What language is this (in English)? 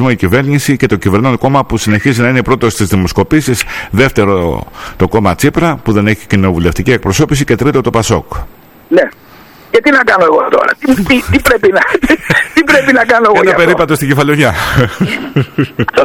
Greek